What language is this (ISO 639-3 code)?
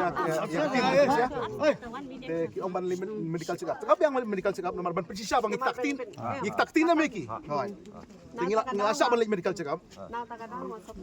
kha